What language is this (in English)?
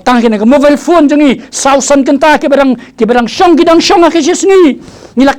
Khasi